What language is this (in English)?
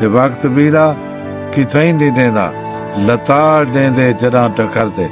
Saraiki